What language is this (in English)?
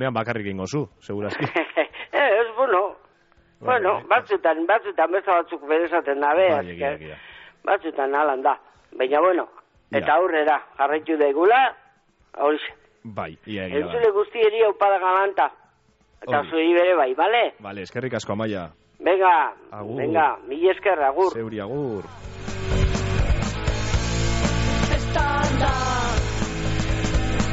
Basque